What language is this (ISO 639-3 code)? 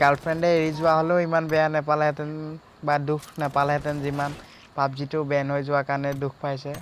asm